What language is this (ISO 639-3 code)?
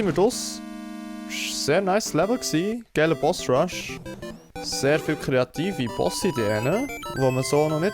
gsw